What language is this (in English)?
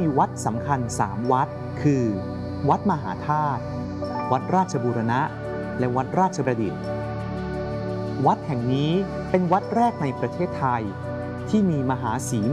Thai